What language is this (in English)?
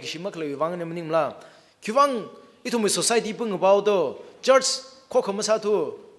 Tangkhul Naga (India)